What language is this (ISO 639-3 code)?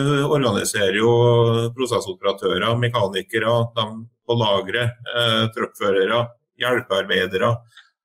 nor